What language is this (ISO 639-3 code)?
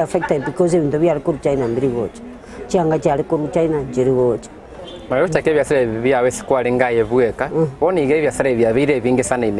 guz